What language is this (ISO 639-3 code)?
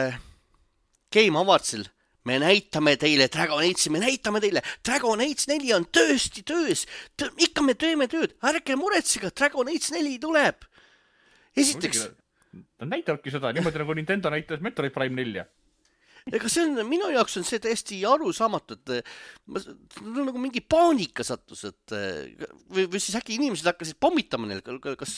est